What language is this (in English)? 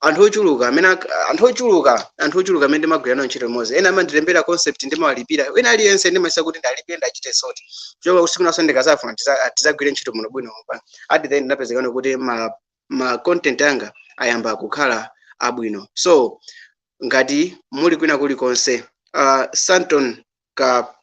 Nyanja